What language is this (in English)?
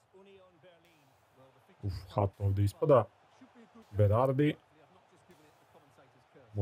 Serbian